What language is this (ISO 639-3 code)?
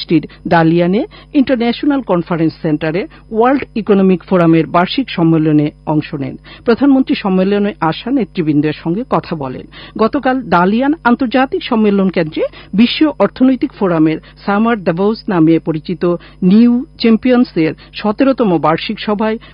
ben